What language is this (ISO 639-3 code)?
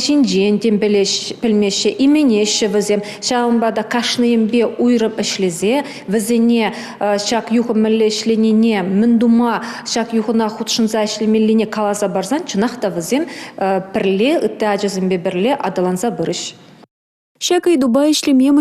chv